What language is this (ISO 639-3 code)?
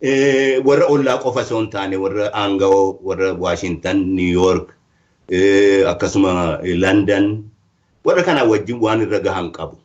orm